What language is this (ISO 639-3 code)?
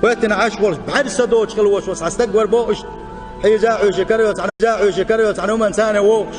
che